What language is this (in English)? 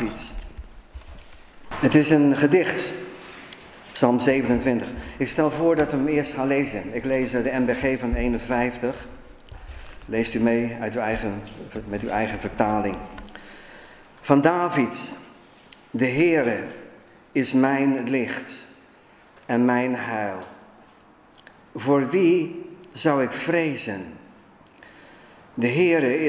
Dutch